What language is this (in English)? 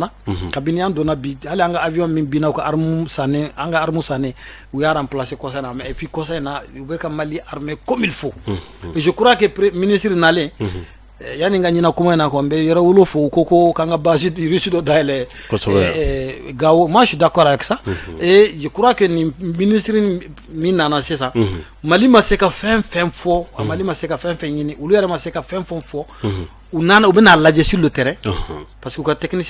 Bambara